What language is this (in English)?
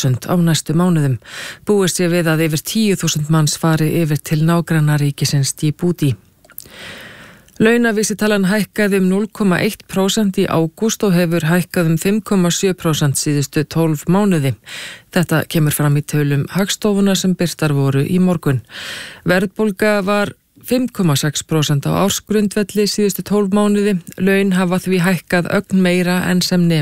Icelandic